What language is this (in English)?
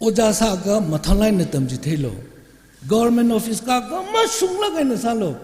Tangkhul Naga (India)